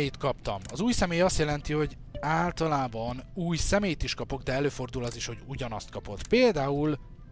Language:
Hungarian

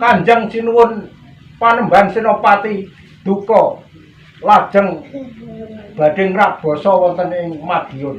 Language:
Javanese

